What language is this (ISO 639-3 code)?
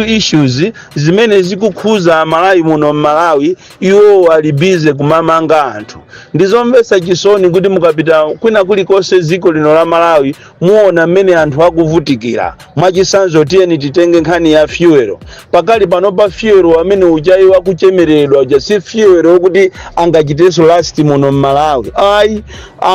nya